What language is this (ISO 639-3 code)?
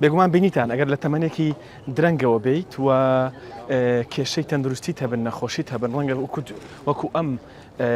ckb